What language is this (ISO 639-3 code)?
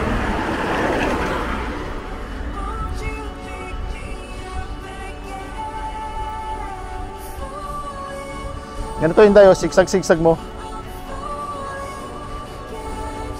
fil